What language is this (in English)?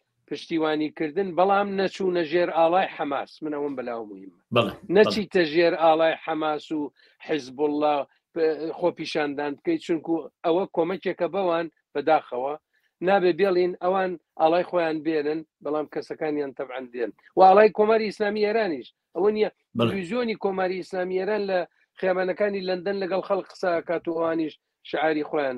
Central Kurdish